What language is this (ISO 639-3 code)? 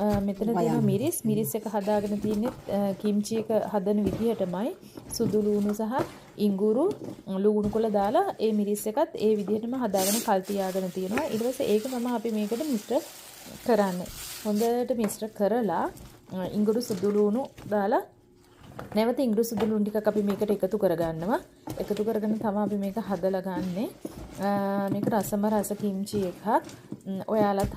sin